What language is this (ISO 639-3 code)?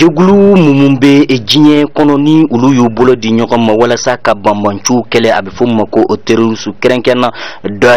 bam